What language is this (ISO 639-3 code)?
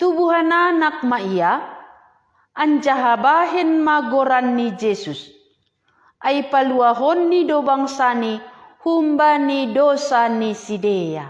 bts